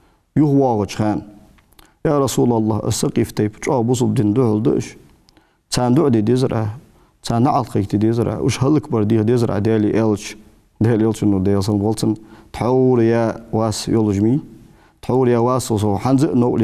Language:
Ingush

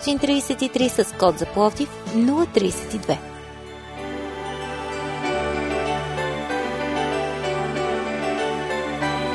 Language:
Bulgarian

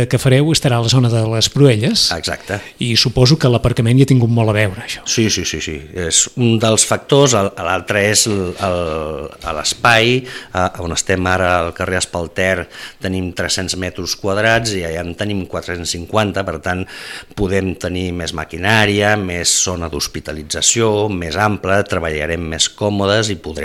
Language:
Catalan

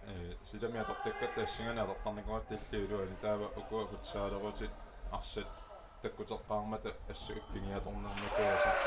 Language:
Kalaallisut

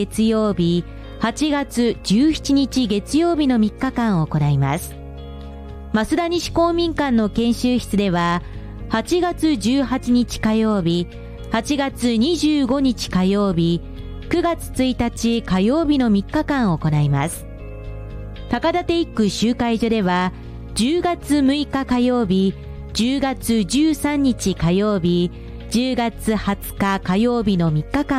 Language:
Japanese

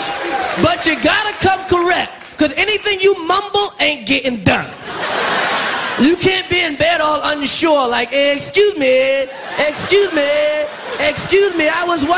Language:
English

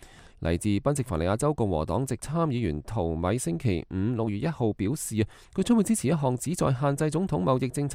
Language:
Cantonese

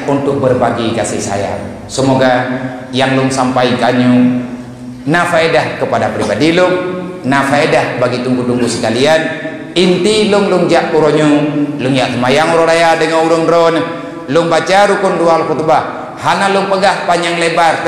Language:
Achinese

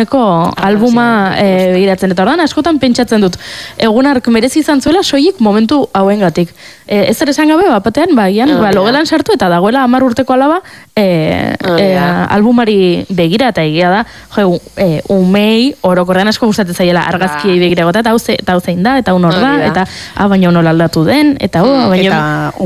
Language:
Basque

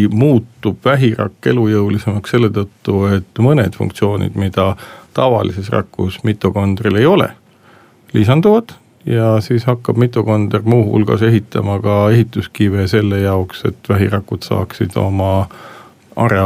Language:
Estonian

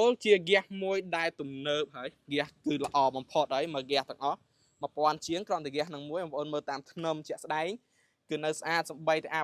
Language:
Khmer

